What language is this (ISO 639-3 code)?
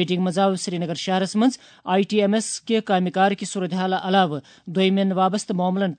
kas